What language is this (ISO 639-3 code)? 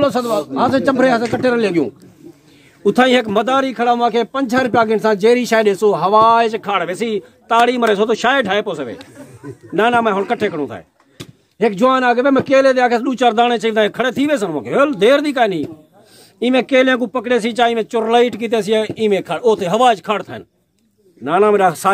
skr